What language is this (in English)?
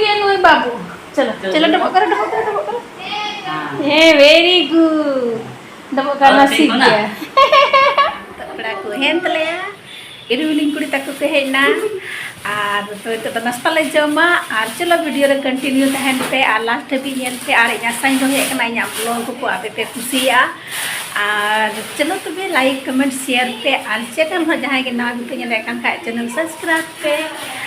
Santali